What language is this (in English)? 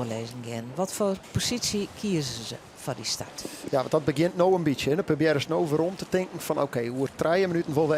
Western Frisian